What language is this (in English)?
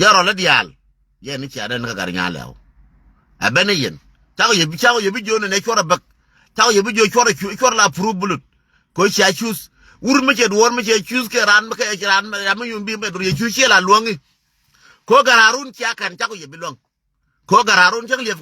Nuer